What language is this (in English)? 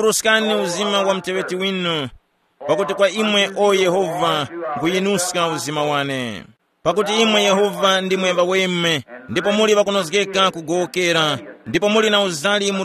Tumbuka